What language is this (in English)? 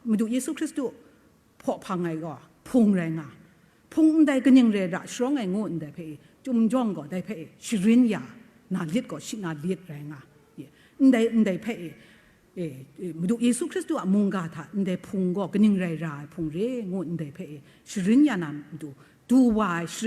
Kachin